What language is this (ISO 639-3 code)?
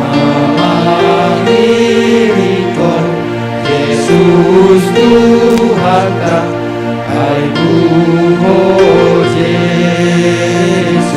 bts